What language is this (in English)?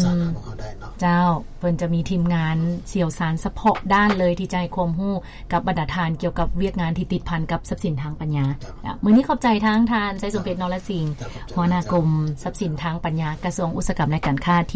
Lao